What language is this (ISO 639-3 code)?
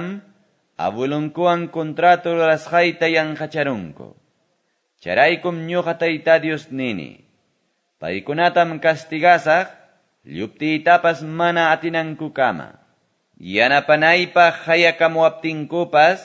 que